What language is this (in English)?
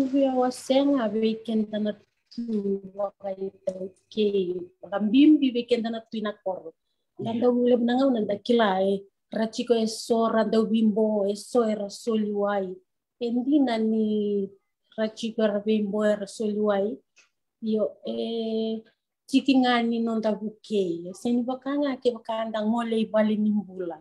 Fijian